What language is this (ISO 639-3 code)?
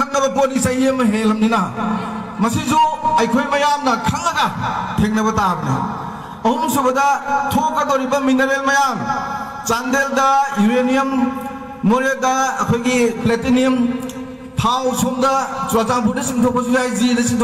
mni